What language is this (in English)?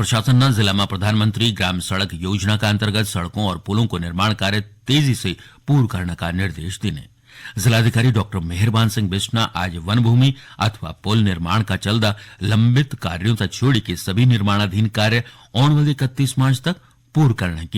Garhwali